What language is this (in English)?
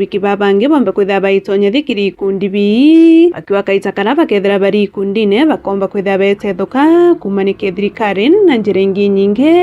Meru